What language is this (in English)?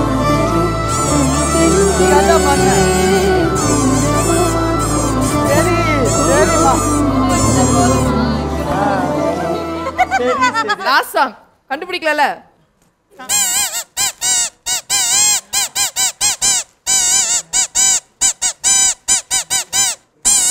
Tamil